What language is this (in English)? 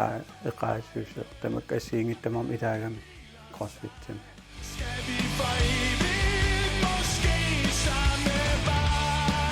Kalaallisut